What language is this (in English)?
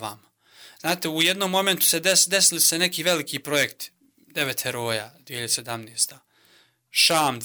Croatian